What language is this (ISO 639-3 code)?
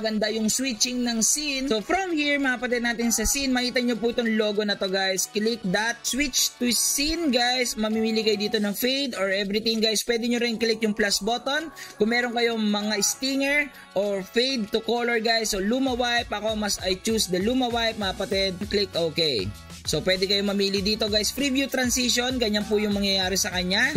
fil